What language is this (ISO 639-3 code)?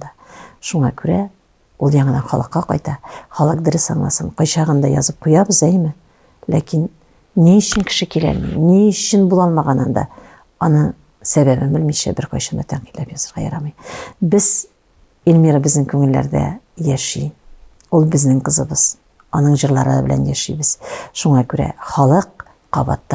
tat